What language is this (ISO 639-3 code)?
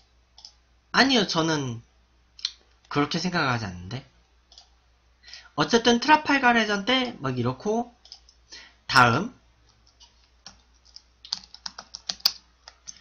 kor